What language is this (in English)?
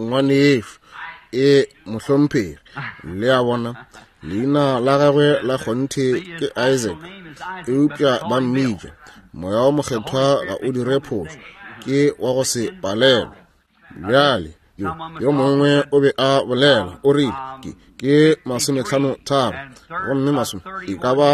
Northern Sotho